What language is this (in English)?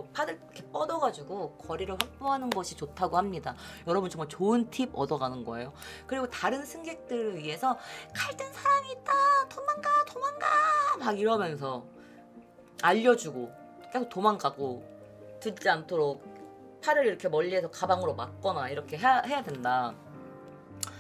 Korean